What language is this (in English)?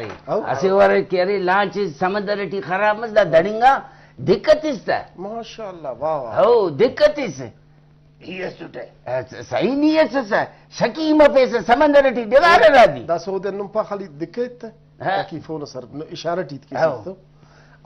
Brahui